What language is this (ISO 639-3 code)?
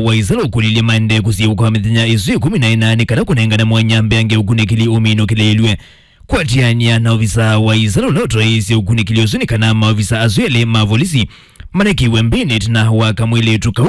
kam